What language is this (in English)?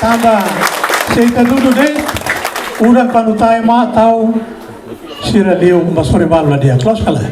Tetum